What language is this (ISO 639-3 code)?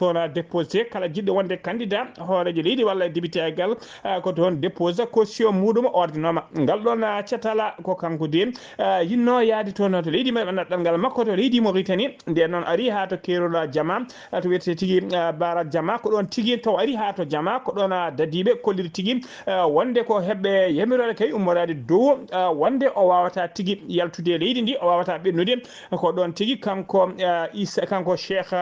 ful